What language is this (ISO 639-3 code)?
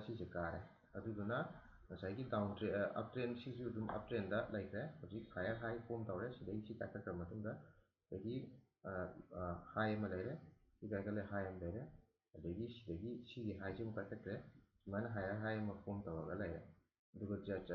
mni